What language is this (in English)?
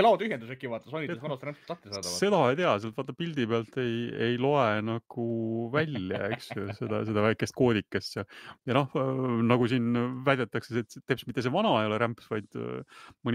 Estonian